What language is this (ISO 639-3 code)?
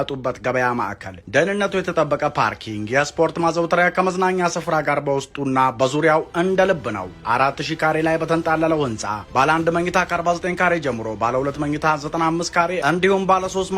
amh